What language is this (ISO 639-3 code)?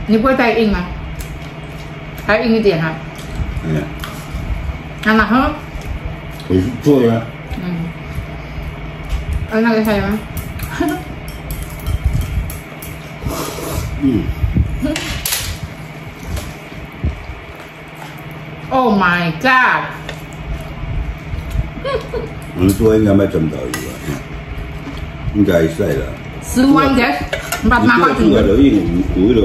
ind